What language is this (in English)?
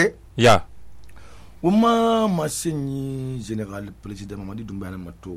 Susu